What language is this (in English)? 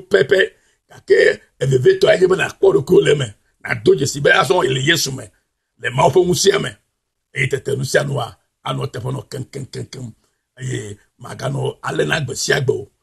Ewe